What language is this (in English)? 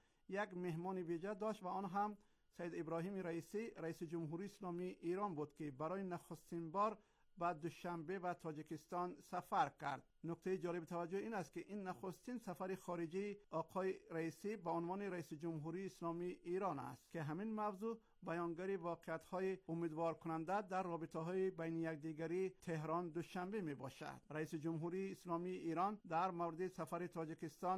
Persian